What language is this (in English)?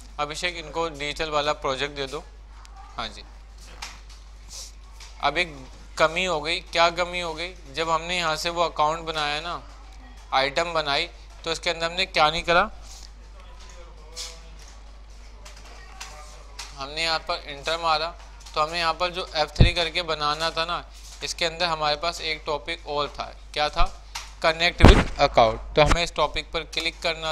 Hindi